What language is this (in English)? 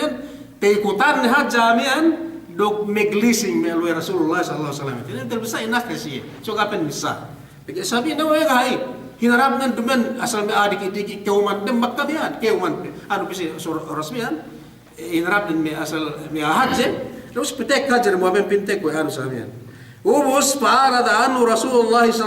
Yakan